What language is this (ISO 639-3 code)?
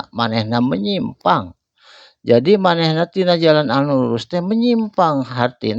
sun